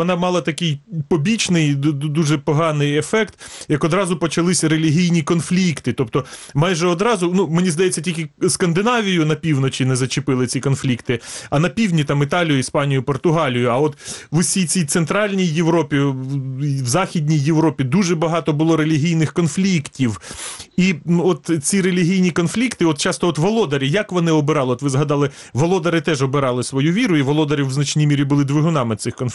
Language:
Ukrainian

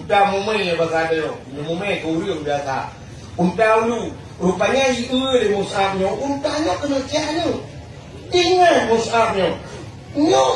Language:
Achinese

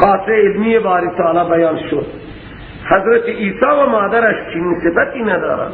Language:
Persian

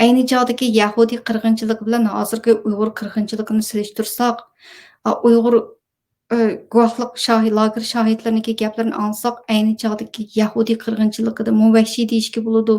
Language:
Uyghur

